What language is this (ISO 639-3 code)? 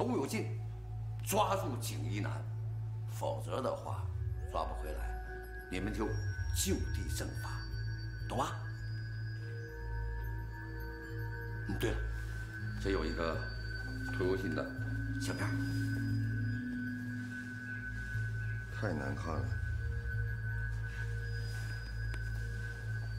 zho